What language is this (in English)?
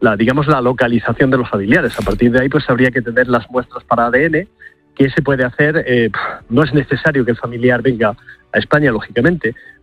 Spanish